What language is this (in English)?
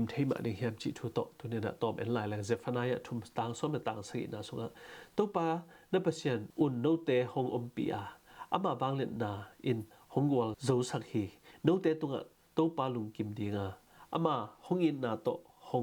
Tedim Chin